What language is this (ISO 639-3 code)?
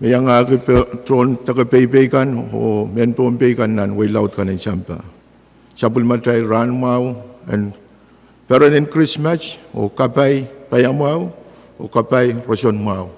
pon